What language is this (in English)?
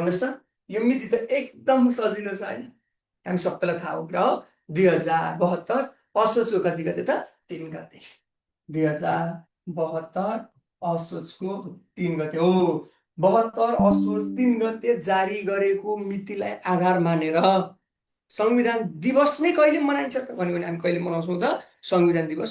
Nepali